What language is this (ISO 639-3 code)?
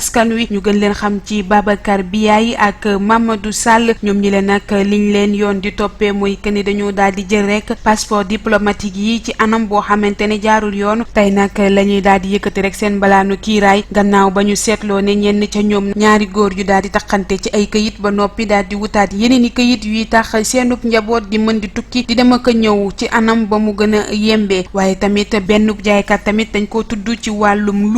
wol